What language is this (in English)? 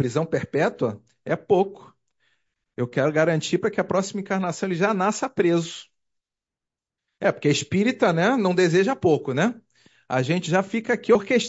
Portuguese